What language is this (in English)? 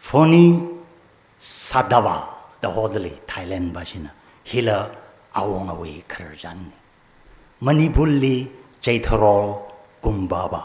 Tangkhul Naga (India)